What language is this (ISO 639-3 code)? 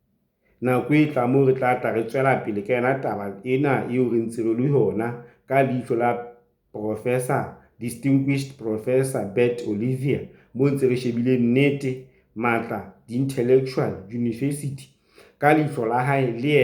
sot